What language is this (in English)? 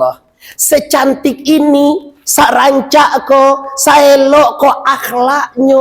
Minangkabau